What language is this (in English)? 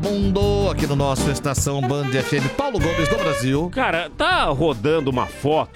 Portuguese